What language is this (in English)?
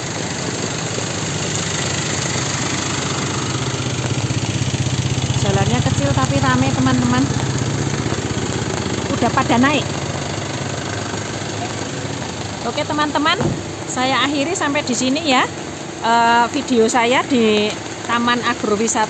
Indonesian